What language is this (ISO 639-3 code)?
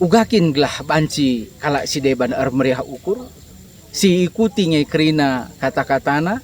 btx